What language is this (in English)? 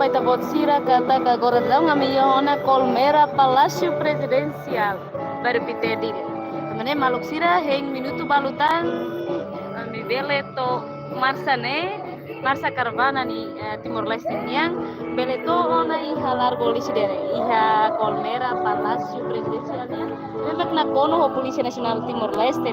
Tetum